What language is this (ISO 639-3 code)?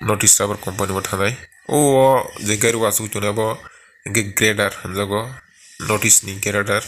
trp